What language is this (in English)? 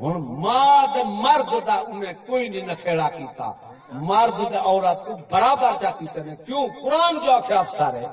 Saraiki